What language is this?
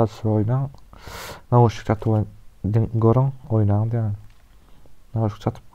Turkmen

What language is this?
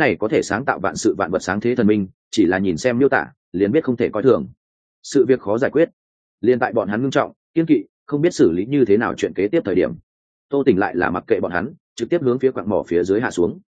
Vietnamese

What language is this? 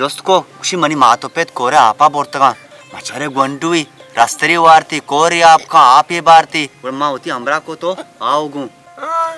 Baluchi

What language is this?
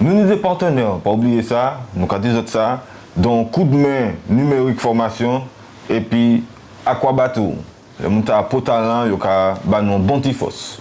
Guadeloupean Creole French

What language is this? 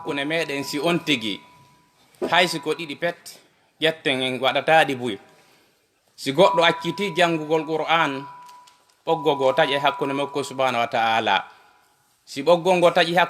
Fula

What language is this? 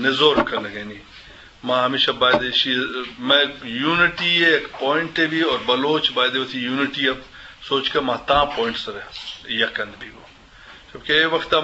Eastern Balochi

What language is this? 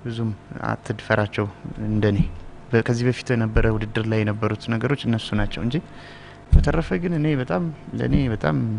Amharic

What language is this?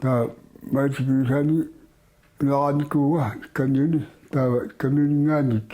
Kalaallisut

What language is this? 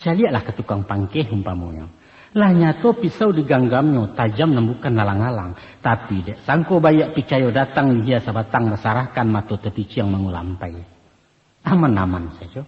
Minangkabau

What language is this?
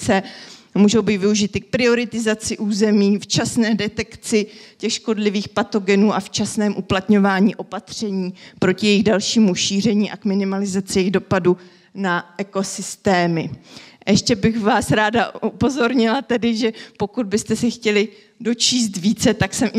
Czech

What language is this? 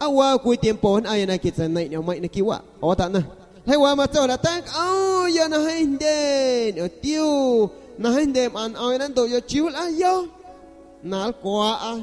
San Pedro Amuzgos Amuzgo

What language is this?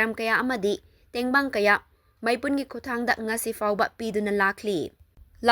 Manipuri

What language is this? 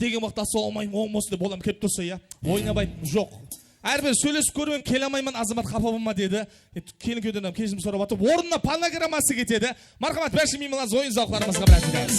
Kara-Kalpak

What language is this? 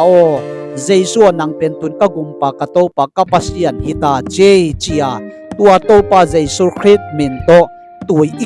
Tedim Chin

